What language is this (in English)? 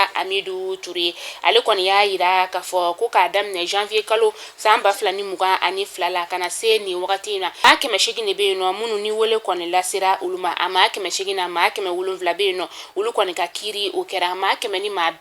Bambara